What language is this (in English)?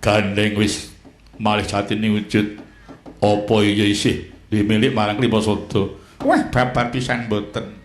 Javanese